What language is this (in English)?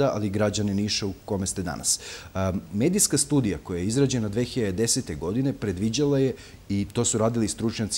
Serbian